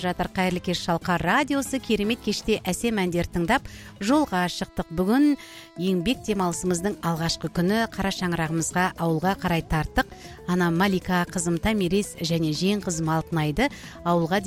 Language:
Kazakh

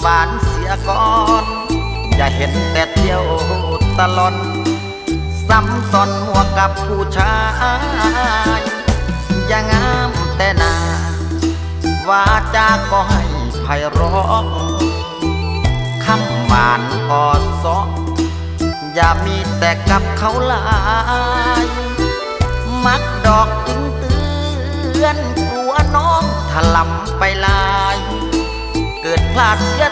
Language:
Thai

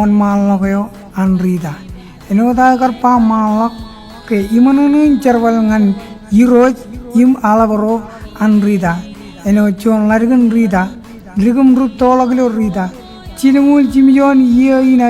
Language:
Marshallese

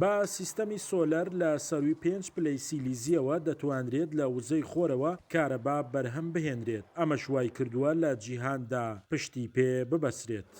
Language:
Central Kurdish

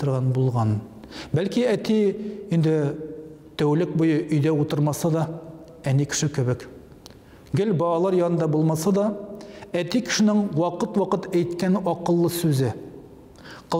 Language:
Tatar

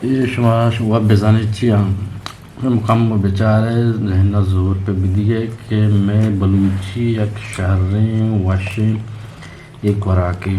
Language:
Eastern Balochi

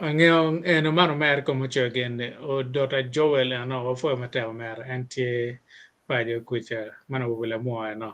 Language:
Acoli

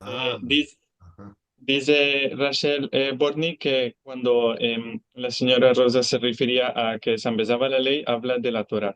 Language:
Ladino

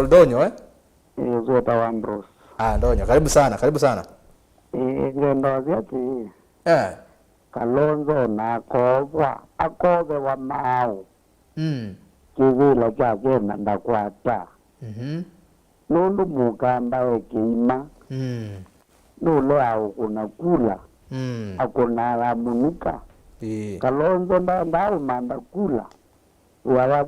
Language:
Kamba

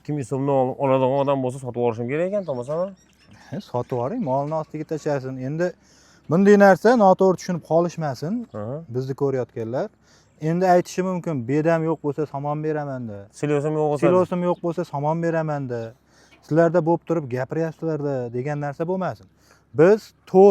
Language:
Uzbek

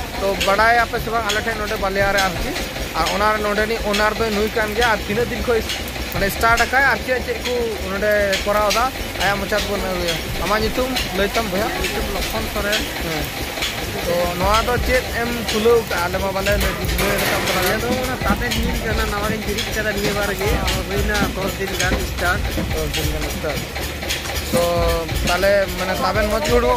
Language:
Santali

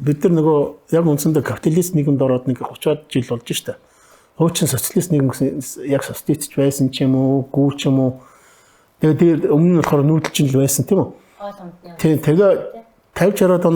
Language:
Mongolian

